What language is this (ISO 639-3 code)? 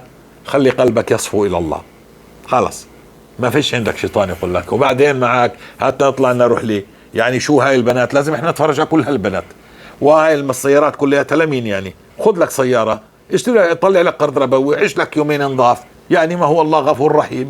apc